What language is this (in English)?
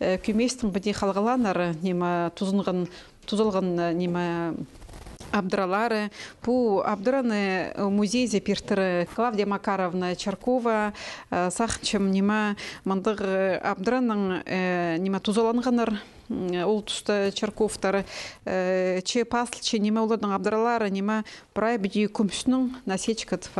Khakas